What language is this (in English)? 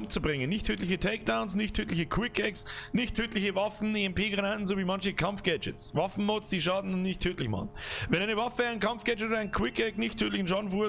Bavarian